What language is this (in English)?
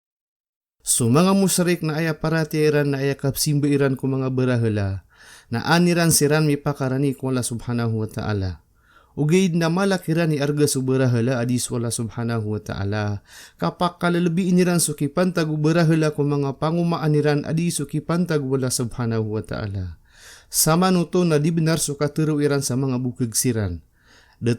Maranao